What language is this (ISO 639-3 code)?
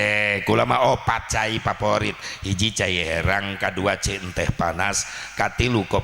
sun